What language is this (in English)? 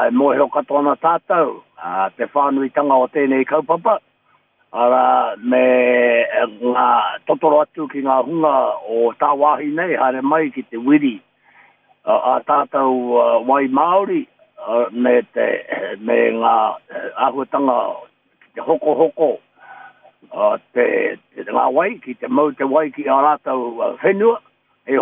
Māori